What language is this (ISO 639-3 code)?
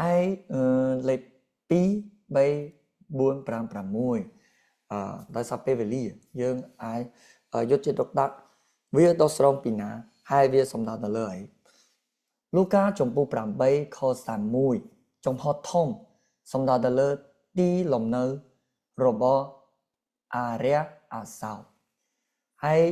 khm